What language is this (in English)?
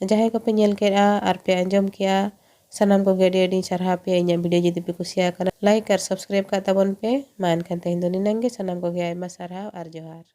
Santali